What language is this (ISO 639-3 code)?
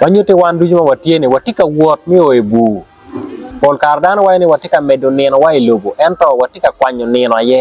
ach